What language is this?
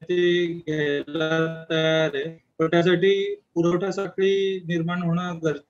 Marathi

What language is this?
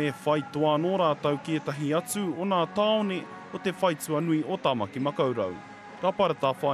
Māori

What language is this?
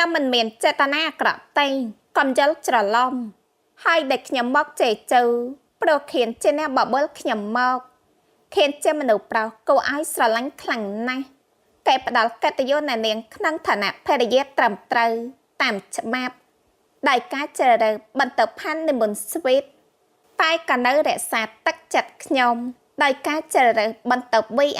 Khmer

